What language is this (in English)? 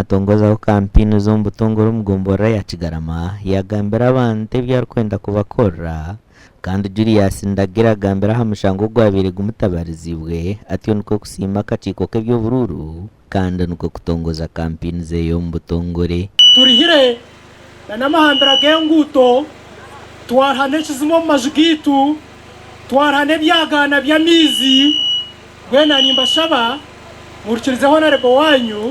Nyankole